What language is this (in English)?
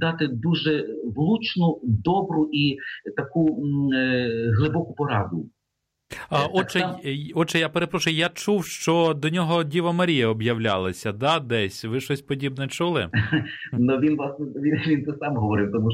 Ukrainian